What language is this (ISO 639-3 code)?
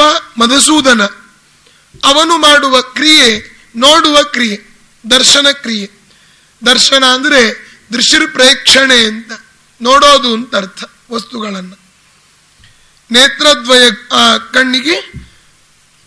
kan